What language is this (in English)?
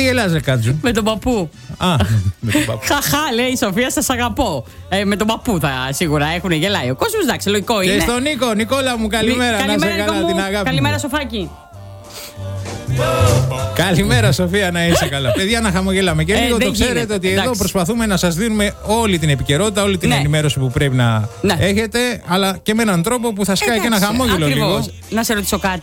Greek